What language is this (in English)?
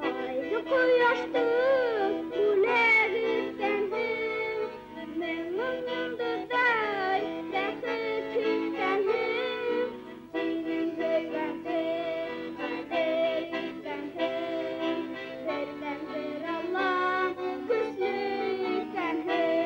Bashkir